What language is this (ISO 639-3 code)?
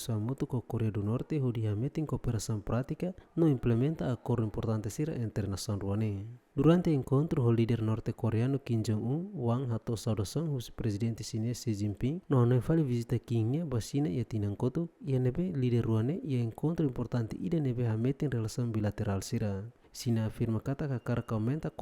tet